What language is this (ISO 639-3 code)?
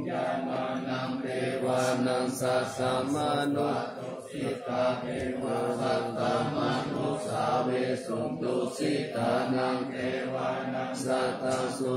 pli